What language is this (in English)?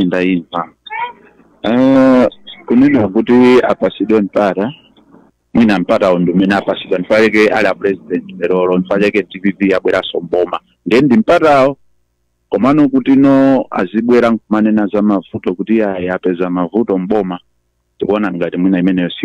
Nyanja